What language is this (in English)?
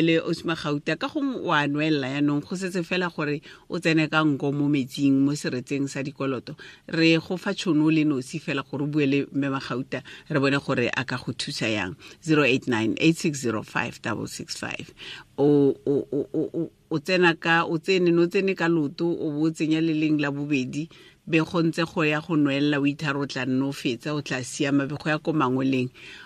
Tswana